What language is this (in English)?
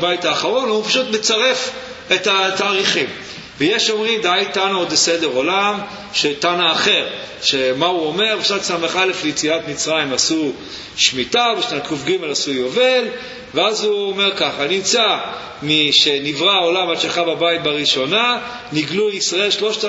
Hebrew